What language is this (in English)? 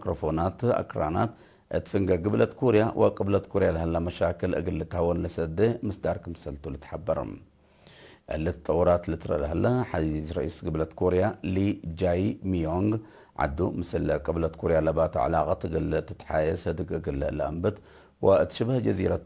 Tigre